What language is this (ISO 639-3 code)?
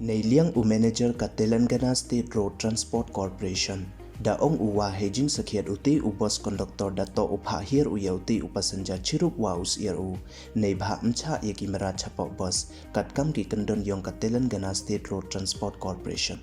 pbv